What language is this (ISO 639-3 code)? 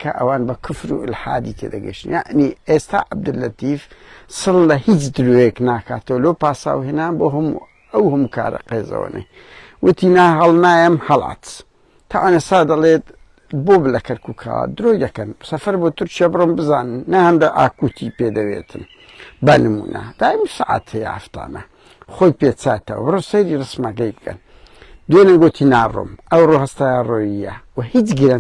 ckb